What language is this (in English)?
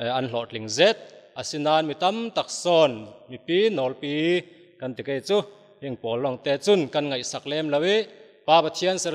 Falam Chin